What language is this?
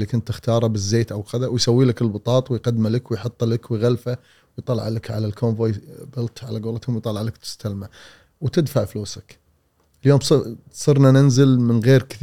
Gulf Arabic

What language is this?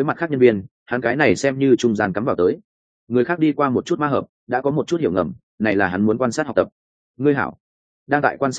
Vietnamese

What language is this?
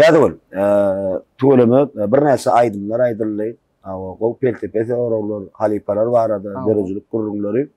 Turkmen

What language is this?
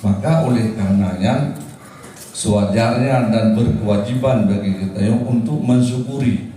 Achinese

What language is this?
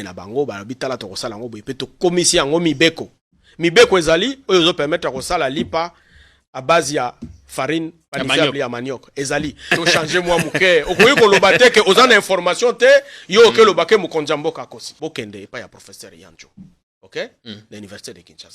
Lingala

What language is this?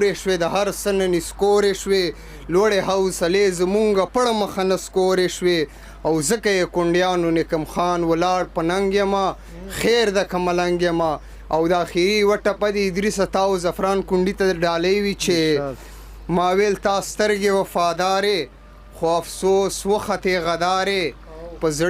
Pashto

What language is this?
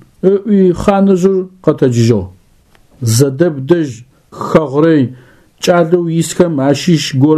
Adyghe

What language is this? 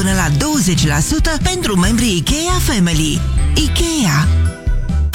Romanian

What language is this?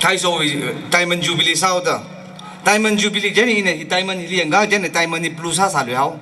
Tangkhul Naga (India)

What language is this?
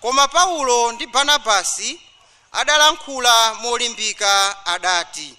Nyanja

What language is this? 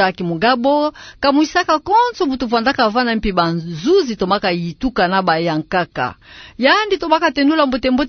Kituba (Democratic Republic of Congo)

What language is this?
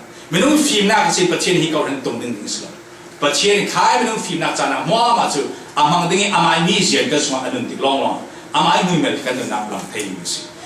Falam Chin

